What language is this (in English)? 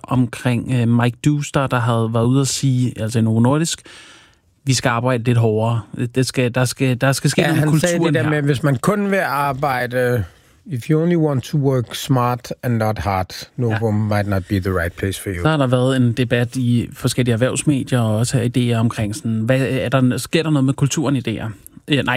Danish